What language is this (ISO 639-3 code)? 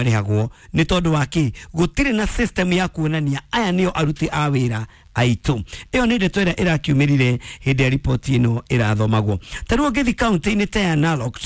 kik